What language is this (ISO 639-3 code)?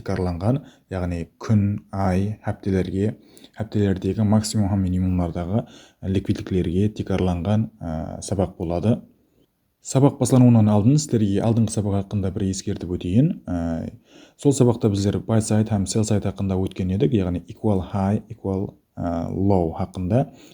kaa